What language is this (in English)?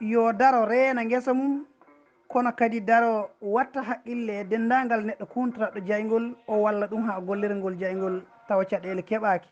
Fula